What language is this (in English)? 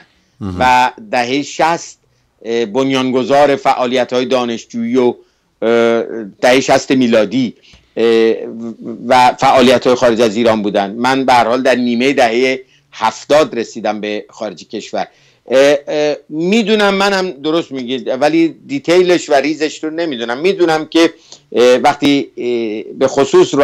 Persian